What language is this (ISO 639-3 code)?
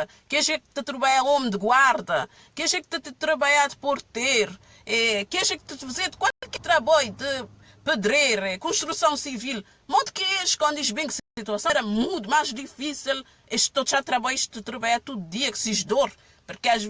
kea